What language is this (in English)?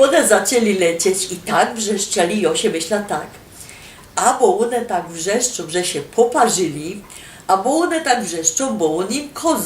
Silesian